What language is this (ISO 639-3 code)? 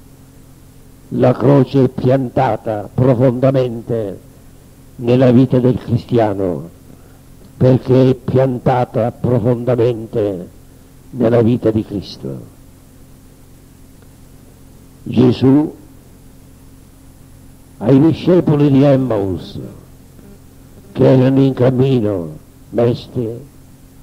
ita